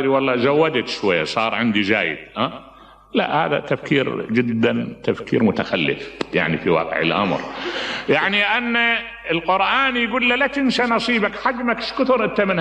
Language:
Mesopotamian Arabic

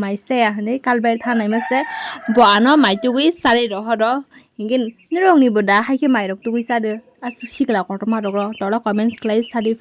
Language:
Kok Borok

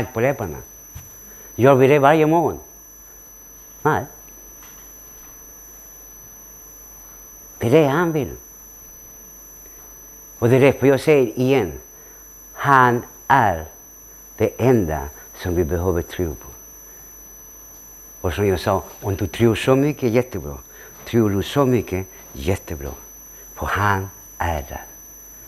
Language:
Swedish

